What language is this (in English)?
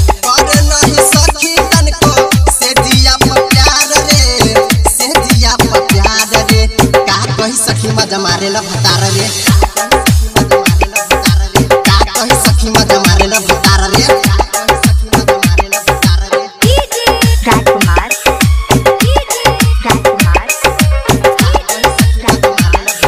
Bhojpuri